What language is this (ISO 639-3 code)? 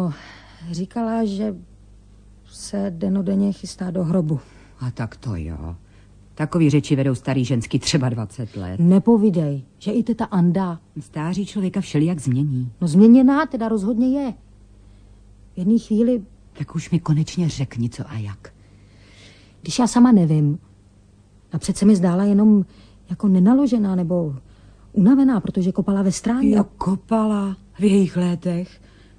ces